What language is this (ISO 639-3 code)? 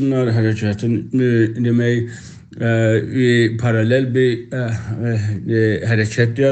azb